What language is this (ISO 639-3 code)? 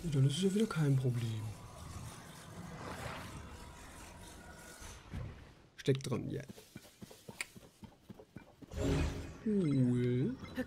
deu